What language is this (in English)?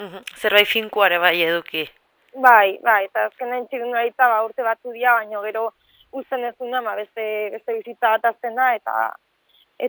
Basque